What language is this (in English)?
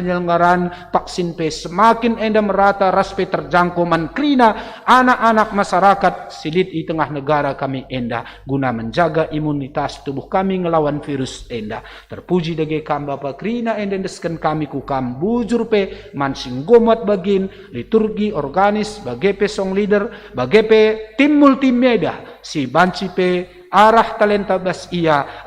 Batak Karo